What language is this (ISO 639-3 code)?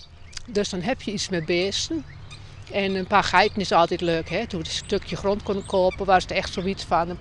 fry